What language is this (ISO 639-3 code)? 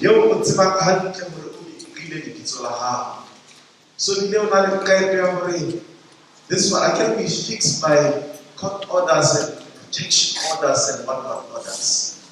sot